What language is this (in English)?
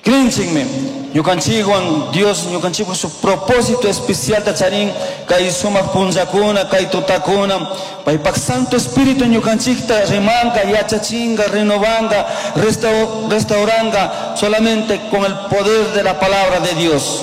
Chimborazo Highland Quichua